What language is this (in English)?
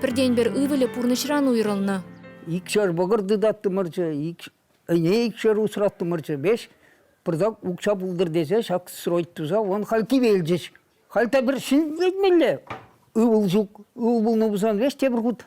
Chuvash